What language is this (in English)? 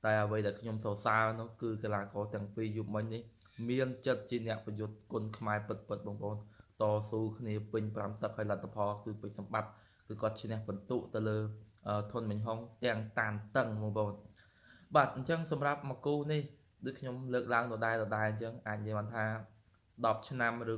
Khmer